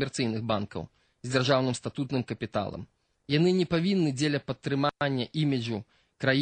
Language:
Belarusian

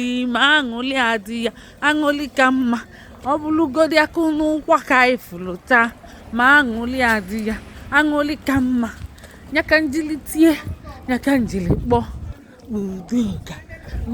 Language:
Igbo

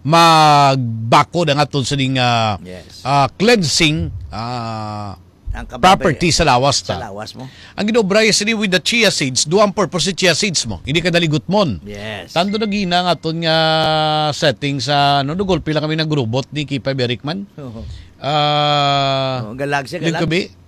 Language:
Hiligaynon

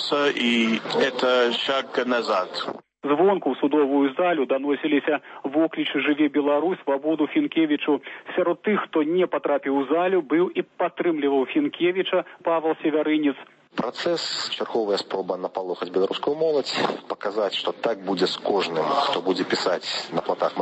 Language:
Belarusian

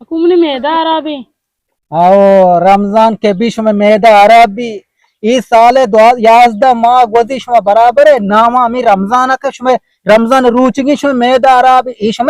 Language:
Eastern Balochi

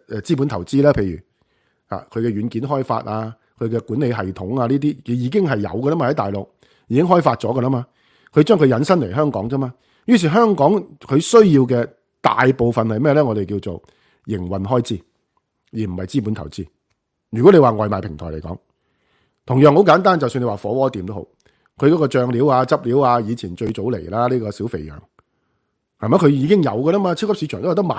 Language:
Cantonese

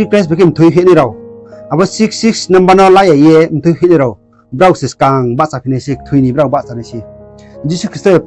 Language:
Riang (India)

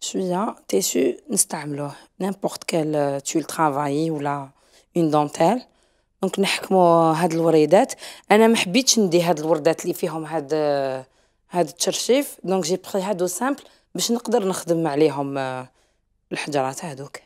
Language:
Algerian Arabic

